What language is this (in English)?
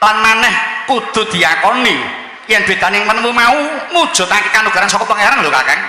Javanese